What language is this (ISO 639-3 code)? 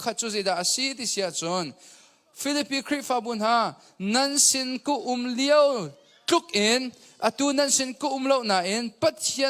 cnh